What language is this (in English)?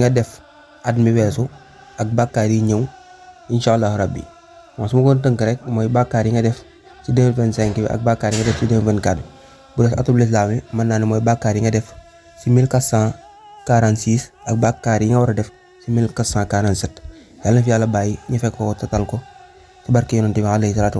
Wolof